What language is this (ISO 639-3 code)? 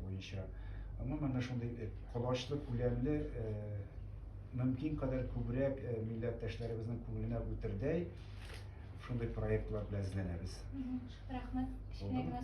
tat